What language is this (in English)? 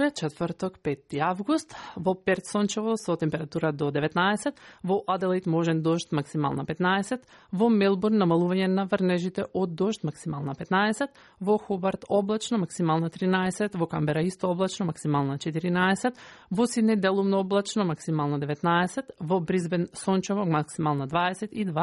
Macedonian